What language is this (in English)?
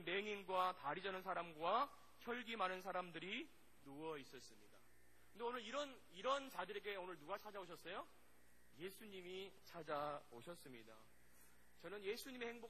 Korean